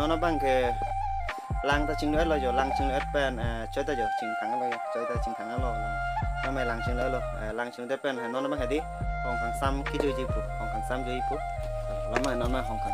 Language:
Karbi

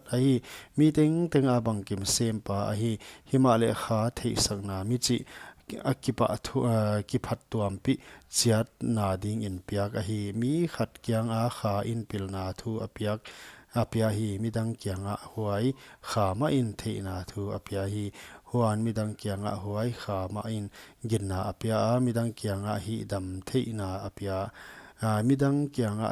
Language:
Paite Chin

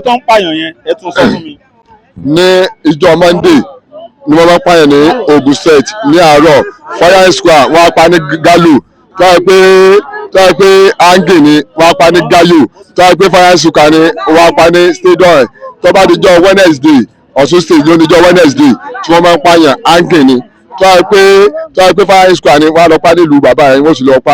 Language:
Yoruba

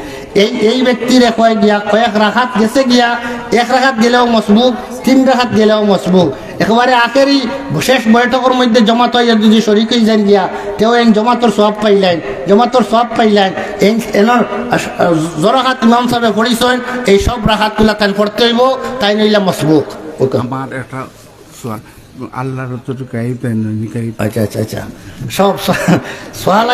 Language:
Sylheti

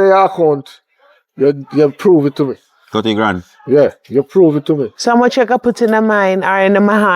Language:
Jamaican Creole English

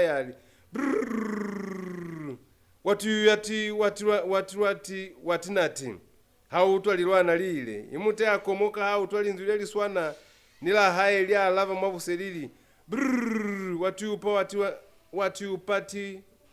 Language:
Lozi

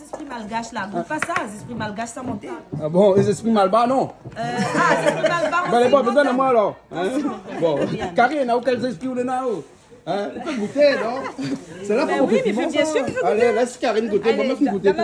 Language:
Réunion Creole French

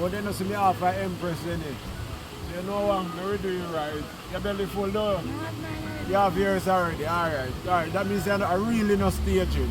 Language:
Jamaican Creole English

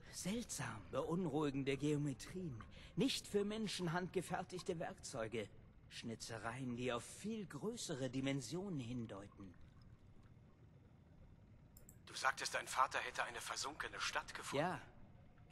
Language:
German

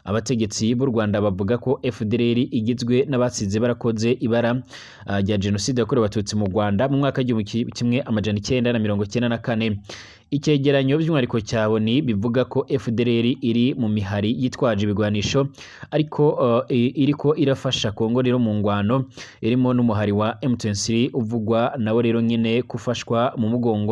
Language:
Rundi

